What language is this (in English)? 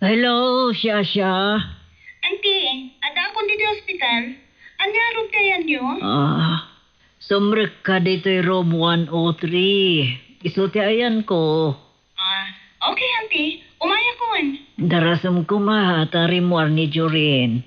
Iloko